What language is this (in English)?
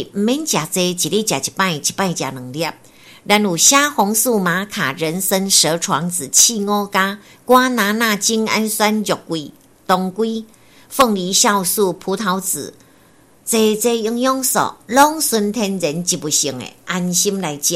Min Nan Chinese